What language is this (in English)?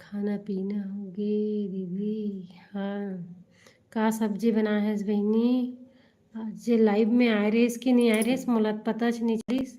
Chhattisgarhi